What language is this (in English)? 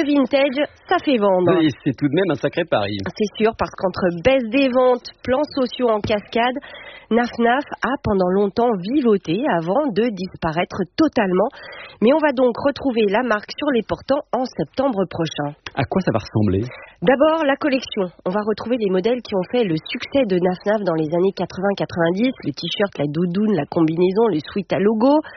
French